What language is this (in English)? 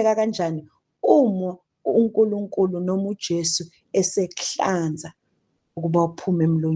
Zulu